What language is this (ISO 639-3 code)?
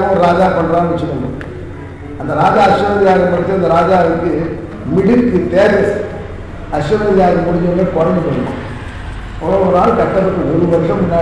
tam